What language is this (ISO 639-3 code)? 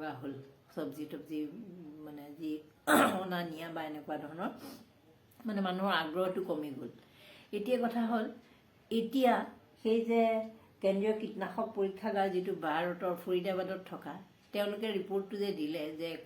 asm